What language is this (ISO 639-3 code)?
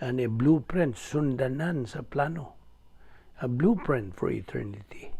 ceb